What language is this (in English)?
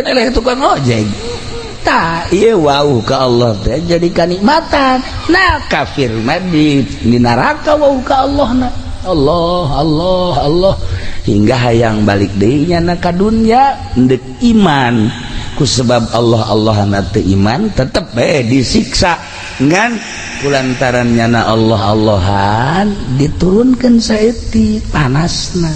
Sundanese